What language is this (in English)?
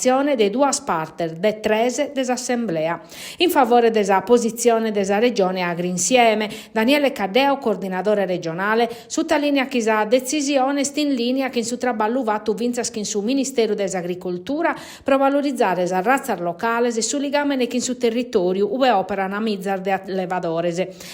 Sardinian